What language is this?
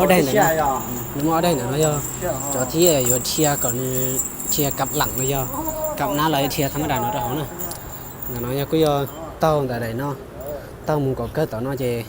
Hmong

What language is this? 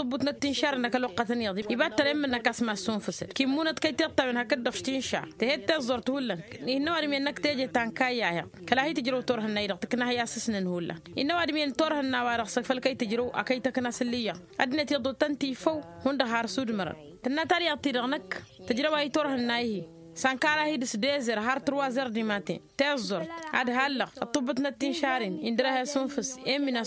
Tamasheq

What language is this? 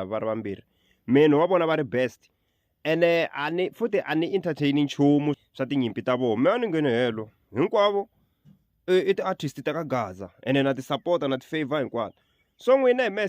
Tsonga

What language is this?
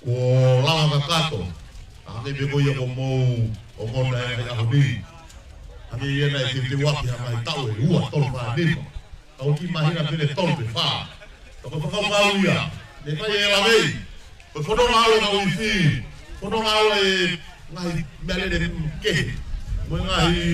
Tongan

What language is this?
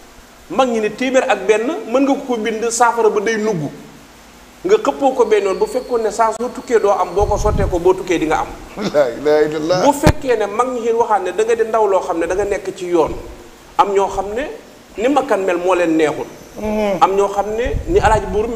Wolof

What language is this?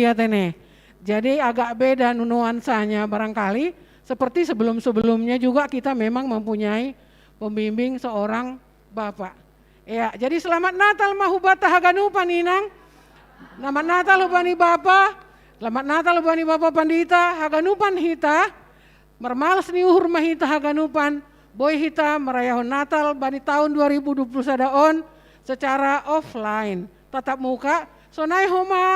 Batak Simalungun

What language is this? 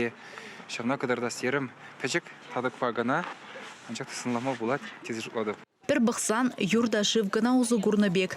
Chuvash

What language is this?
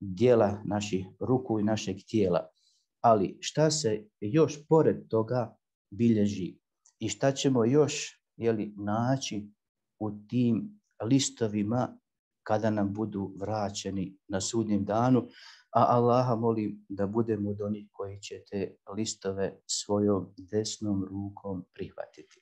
Bosnian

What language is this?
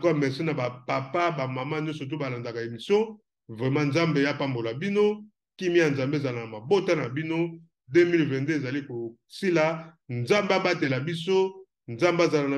Lingala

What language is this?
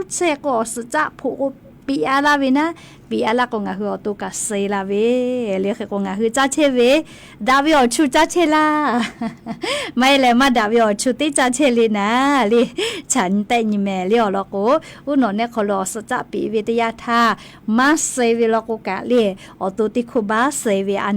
Lahu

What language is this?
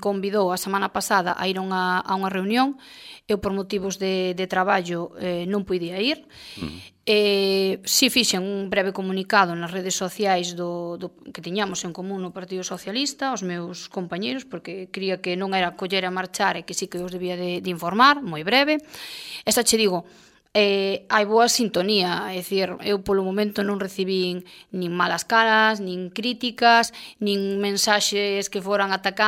Galician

